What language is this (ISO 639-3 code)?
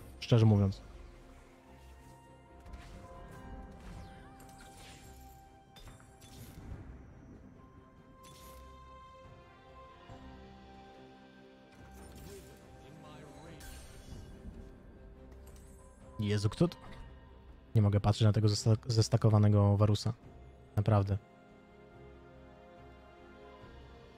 pol